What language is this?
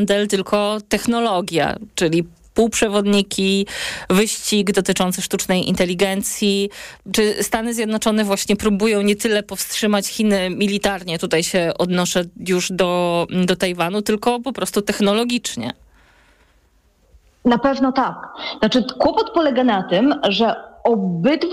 Polish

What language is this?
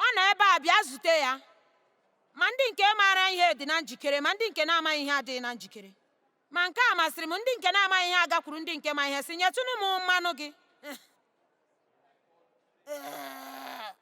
Igbo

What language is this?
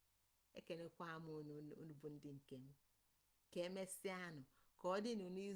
Igbo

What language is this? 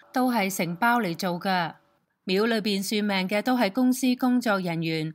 Cantonese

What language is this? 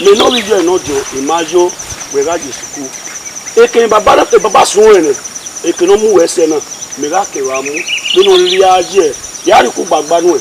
Bini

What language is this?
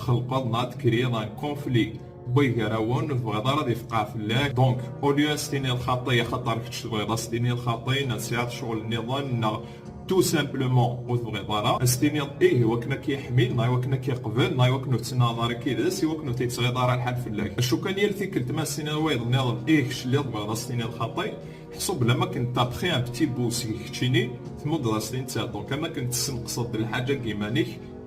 Kabyle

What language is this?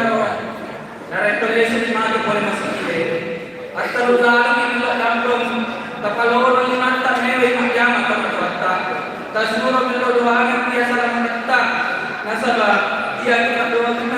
Buginese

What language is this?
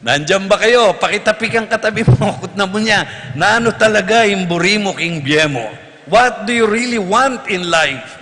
Pampanga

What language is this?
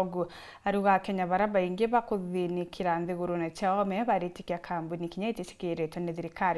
Meru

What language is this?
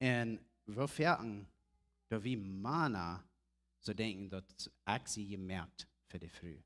Plautdietsch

